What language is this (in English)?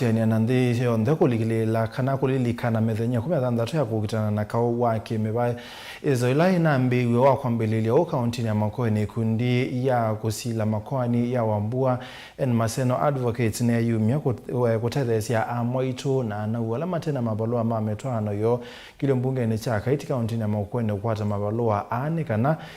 Kamba